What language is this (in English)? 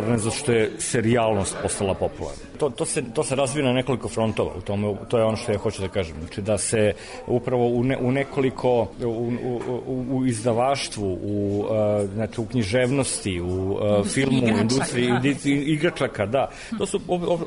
Serbian